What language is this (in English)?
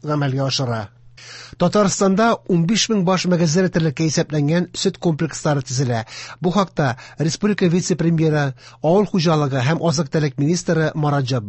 Tatar